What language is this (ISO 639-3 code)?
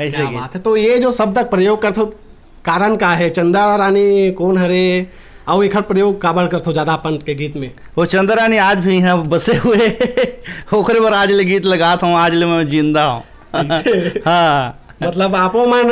hne